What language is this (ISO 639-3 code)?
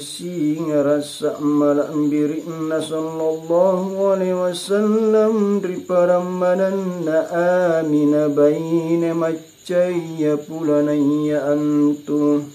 mak